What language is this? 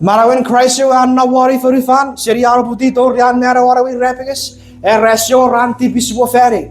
Chuukese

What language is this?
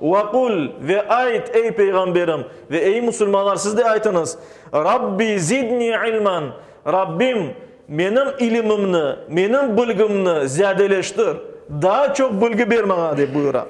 Crimean Tatar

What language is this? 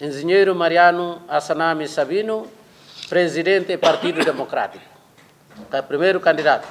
Tetum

